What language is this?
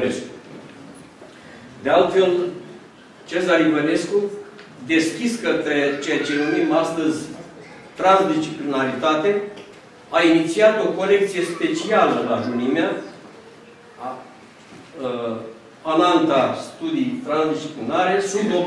Romanian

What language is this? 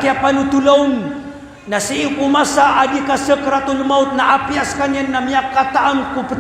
Maranao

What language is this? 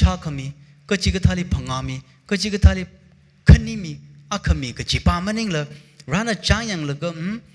Tangkhul Naga (India)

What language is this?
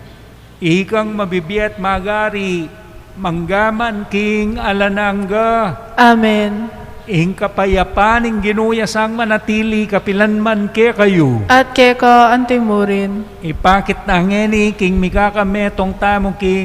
Pampanga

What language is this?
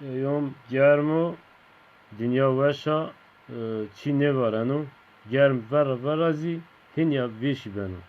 Zaza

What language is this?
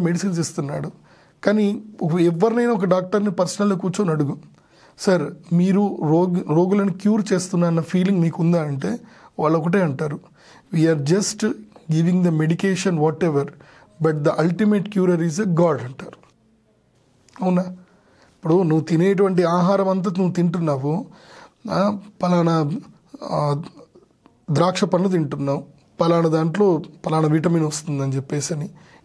Telugu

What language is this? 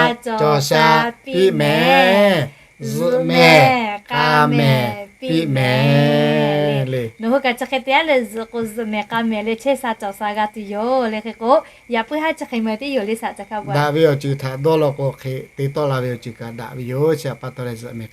Lahu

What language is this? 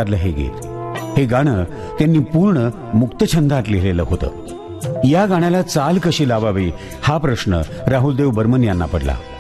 Marathi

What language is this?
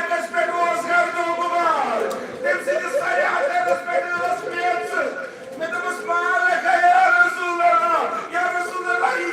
Kashmiri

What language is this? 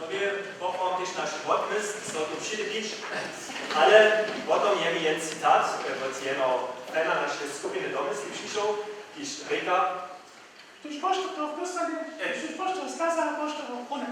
Upper Sorbian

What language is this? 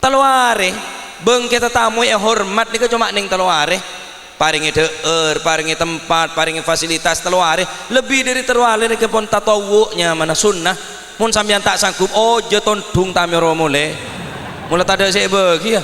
Madurese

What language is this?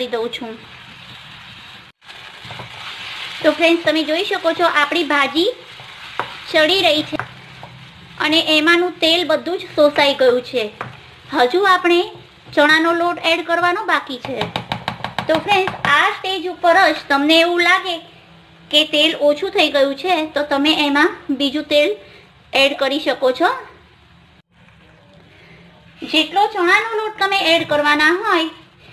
Gujarati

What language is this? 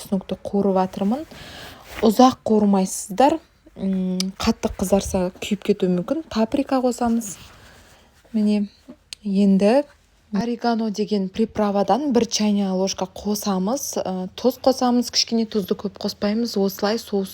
Kazakh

